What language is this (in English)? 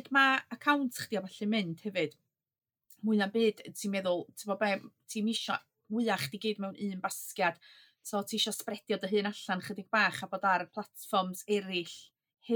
Welsh